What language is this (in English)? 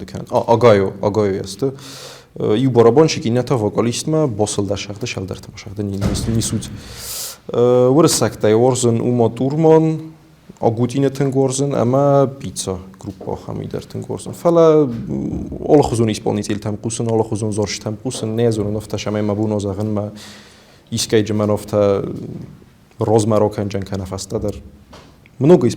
Ossetic